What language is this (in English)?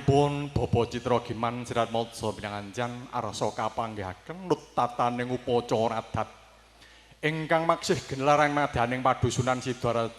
Javanese